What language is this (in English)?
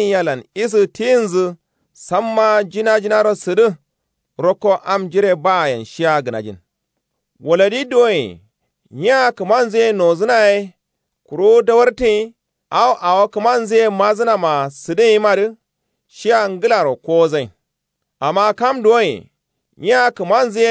Kanuri